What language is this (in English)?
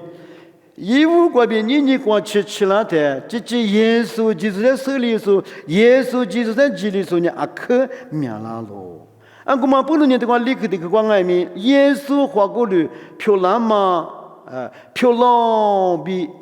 Lisu